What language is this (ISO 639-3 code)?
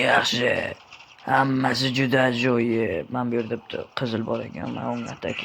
uzb